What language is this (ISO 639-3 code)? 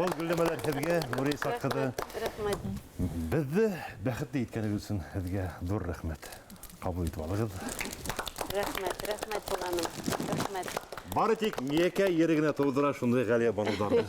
bak